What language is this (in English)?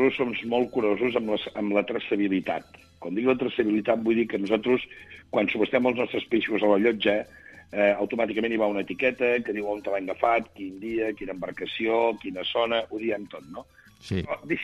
Catalan